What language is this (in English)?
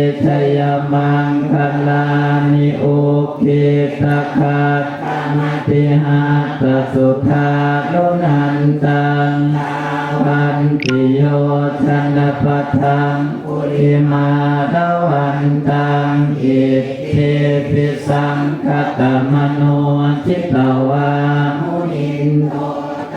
Pali